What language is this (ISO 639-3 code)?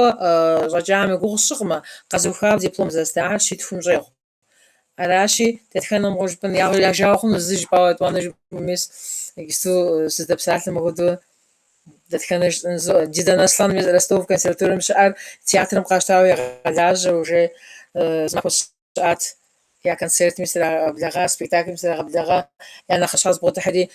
kbd